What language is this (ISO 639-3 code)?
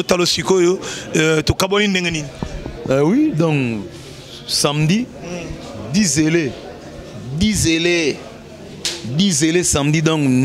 lin